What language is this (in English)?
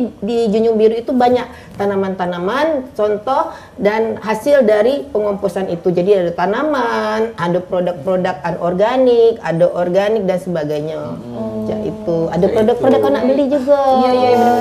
Musi